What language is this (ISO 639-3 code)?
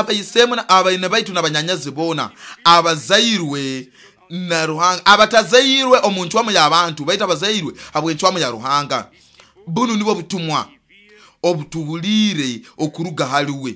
nyo